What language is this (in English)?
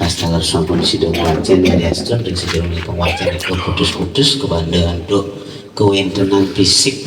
Balinese